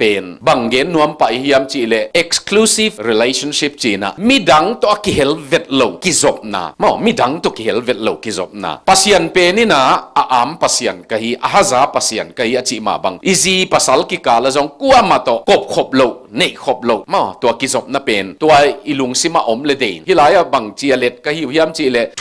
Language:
Tedim Chin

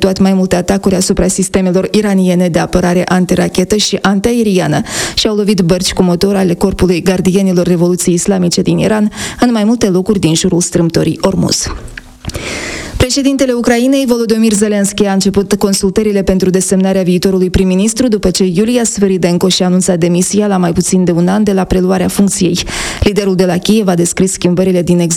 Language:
Romanian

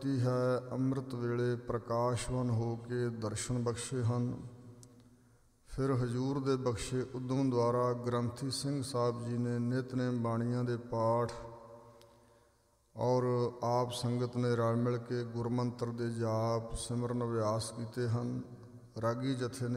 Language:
Punjabi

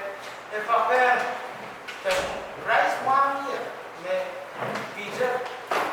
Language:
Pohnpeian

